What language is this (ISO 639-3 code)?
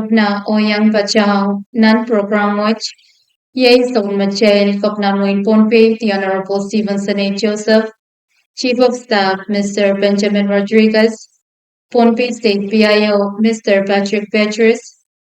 pon